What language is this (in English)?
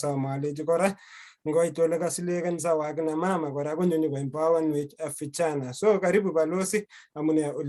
Kalenjin